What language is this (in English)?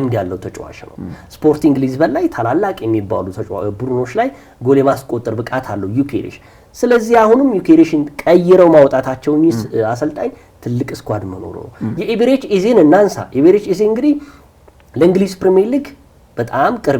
Amharic